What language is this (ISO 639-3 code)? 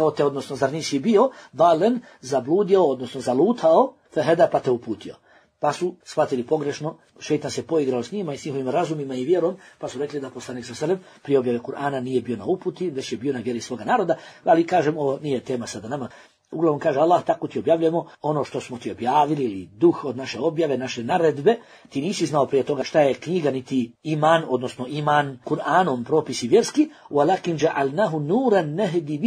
bos